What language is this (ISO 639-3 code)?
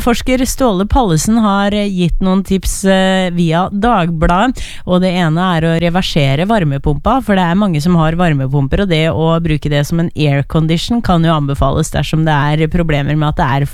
nor